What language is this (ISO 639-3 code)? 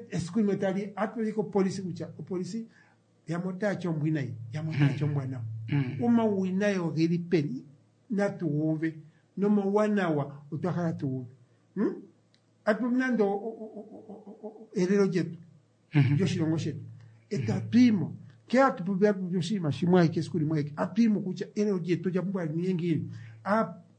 kua